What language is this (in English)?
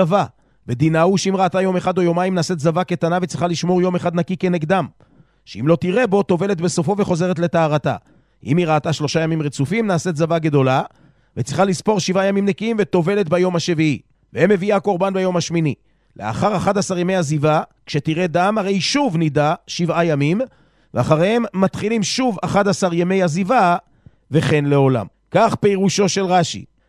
Hebrew